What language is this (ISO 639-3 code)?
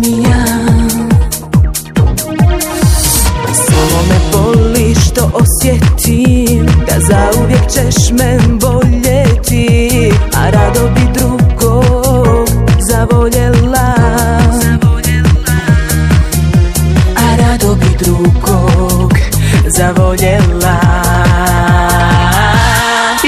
hrv